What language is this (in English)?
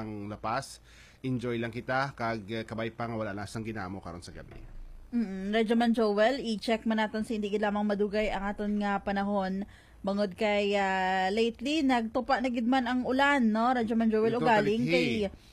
Hiligaynon